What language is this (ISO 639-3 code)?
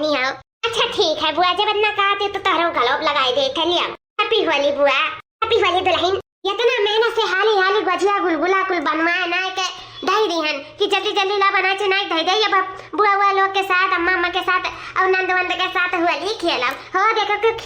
awa